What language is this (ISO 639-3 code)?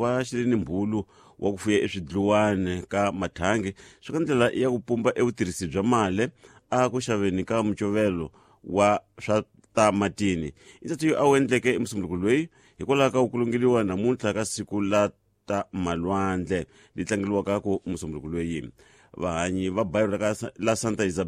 tso